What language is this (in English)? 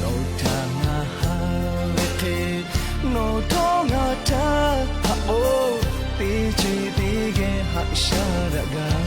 Lahu